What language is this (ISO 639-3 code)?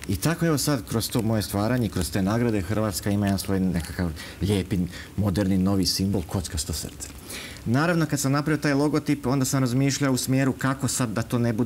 hrv